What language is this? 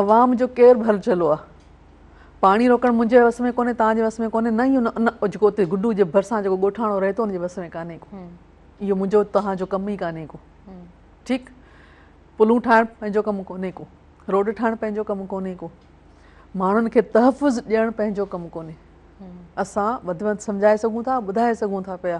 Sindhi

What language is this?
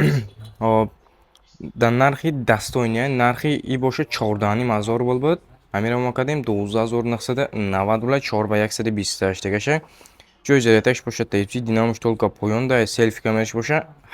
Tajik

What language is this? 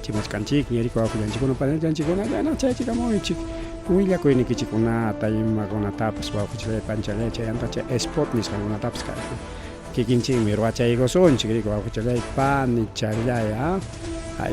Ayacucho Quechua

